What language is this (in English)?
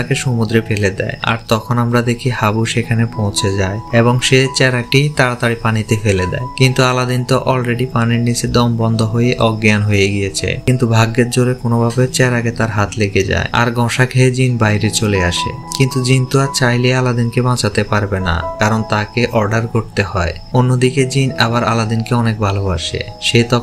Bangla